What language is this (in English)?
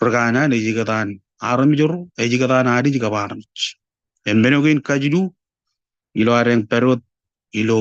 Marshallese